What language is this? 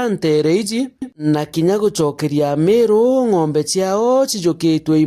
Meru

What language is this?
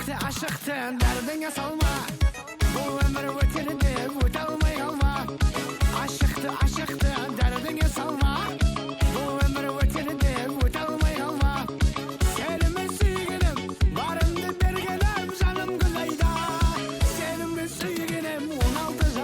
Kara-Kalpak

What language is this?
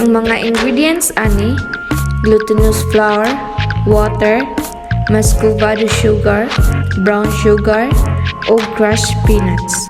Cebuano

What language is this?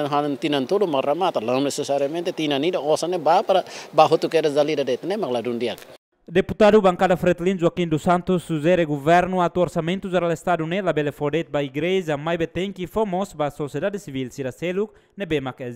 Tetum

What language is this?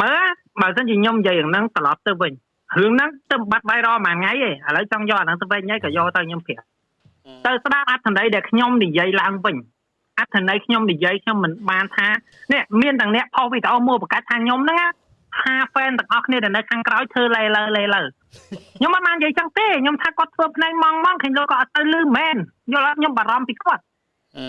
Khmer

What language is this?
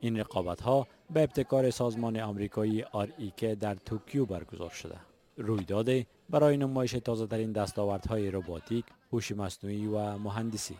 Persian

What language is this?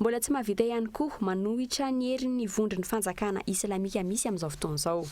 Malagasy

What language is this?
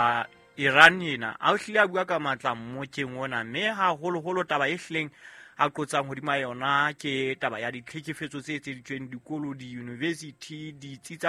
Southern Sotho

